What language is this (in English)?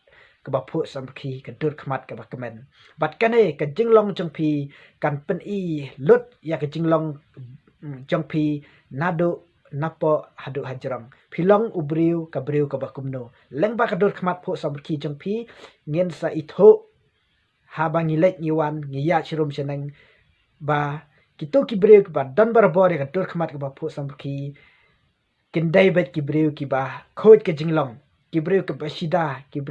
Khasi